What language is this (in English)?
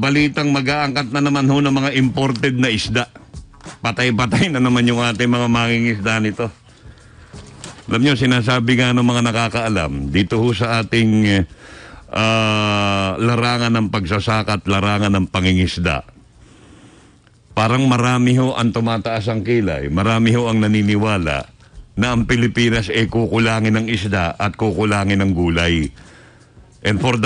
Filipino